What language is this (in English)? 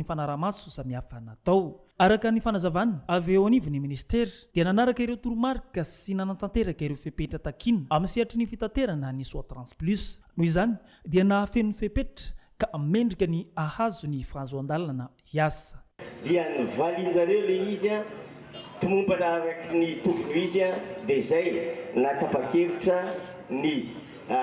Malagasy